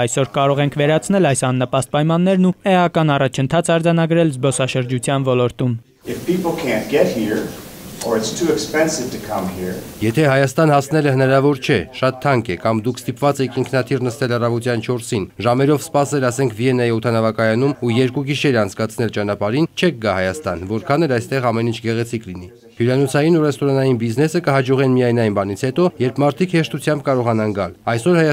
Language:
Armenian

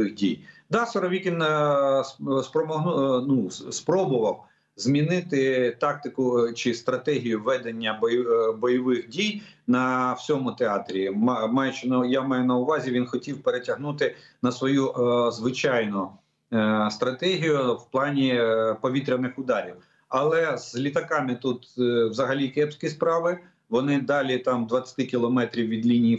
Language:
Ukrainian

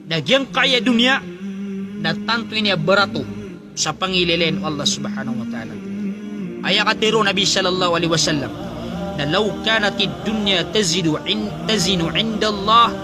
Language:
Maranao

